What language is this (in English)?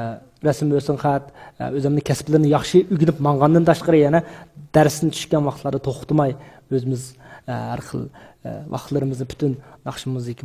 Uyghur